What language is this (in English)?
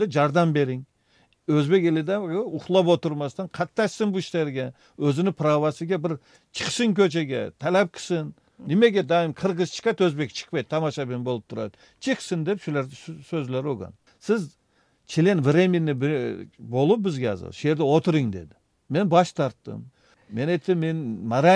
Kyrgyz